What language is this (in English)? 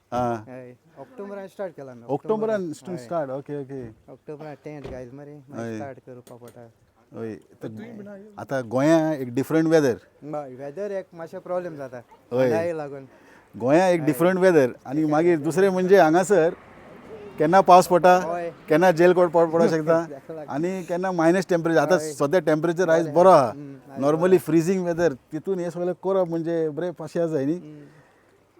Konkani